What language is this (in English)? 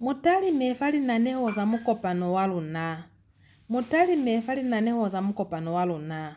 Lozi